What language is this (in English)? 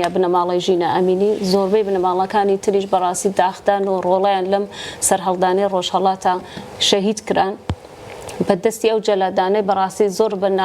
Kurdish